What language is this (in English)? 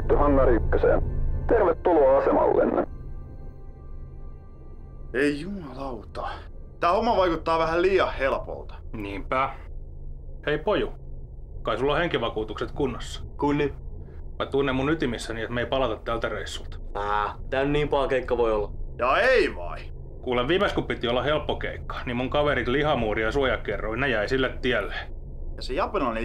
Finnish